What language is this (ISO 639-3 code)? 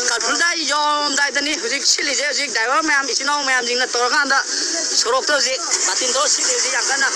mni